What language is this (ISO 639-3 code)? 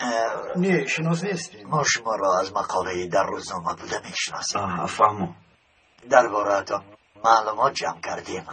tgk